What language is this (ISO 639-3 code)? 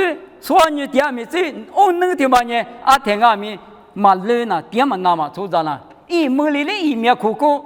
lis